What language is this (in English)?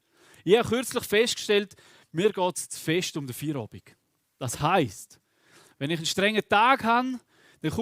Swiss German